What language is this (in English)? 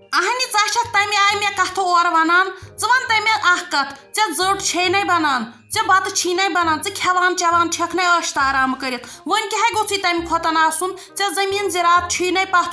Kashmiri